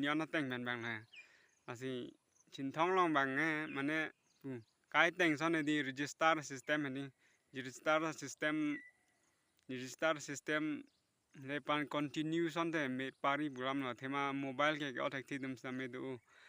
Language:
Karbi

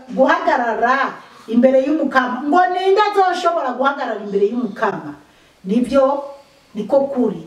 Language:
Rundi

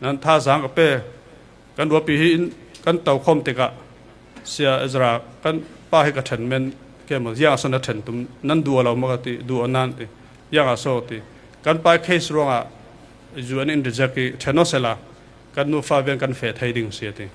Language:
Falam Chin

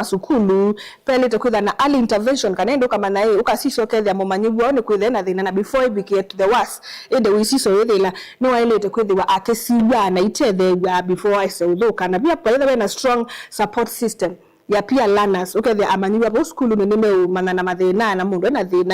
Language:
Kamba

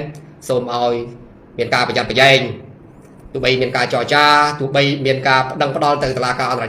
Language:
Khmer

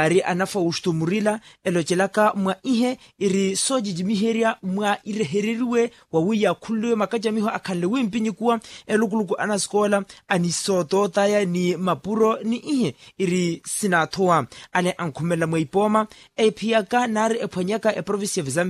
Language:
Makhuwa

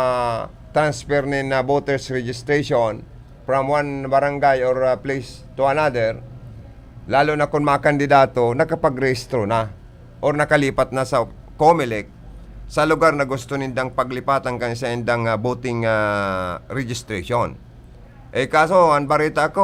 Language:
Bikol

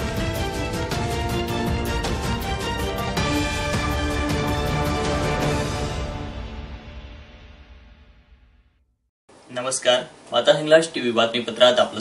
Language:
Marathi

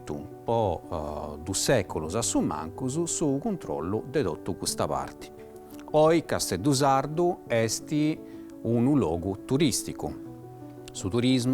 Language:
Sardinian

